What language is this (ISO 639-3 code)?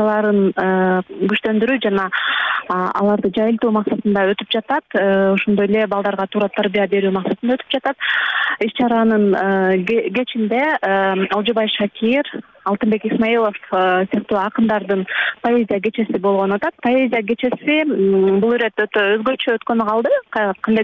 kir